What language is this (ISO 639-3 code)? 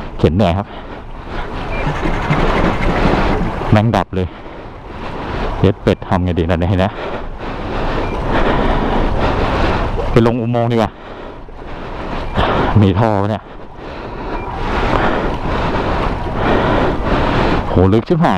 tha